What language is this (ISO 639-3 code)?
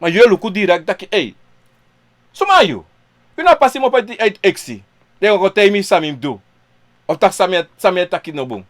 srn